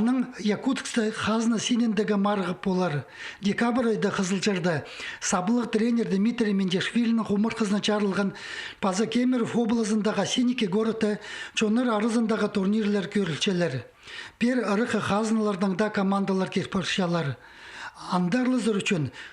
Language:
Khakas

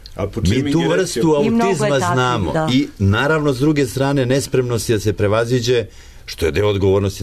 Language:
Serbian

